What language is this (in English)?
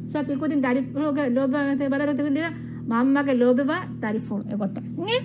Divehi